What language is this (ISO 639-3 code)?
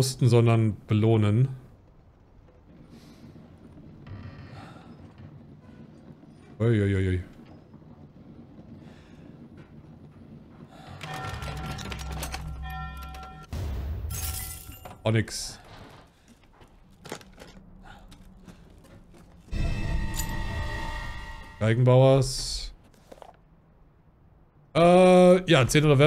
deu